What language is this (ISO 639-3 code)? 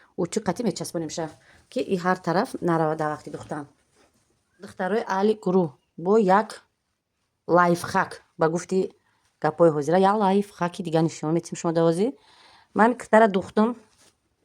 tgk